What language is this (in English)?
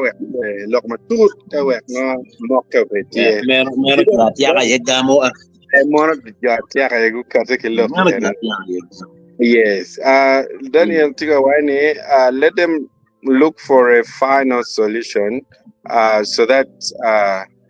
Acoli